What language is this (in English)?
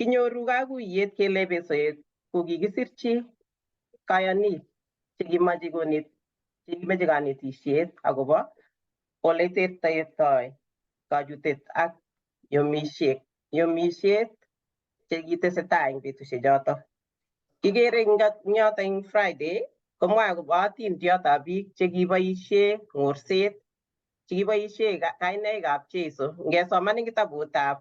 Kalenjin